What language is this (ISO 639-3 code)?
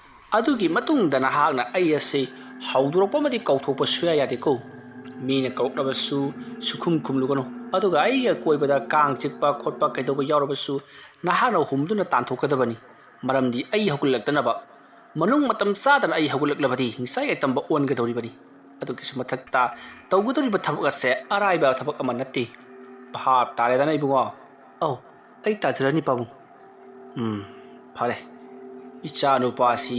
mni